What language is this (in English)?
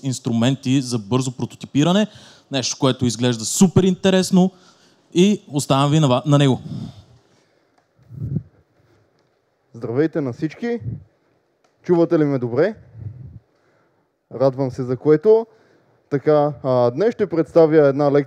Bulgarian